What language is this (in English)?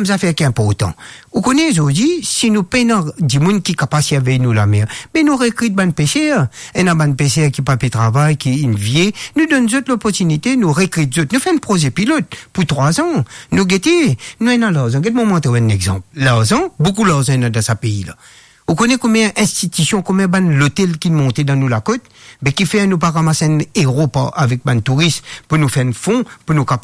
Morisyen